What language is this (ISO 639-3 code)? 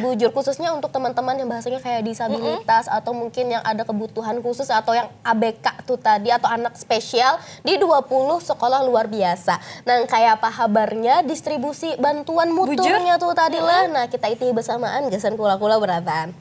bjn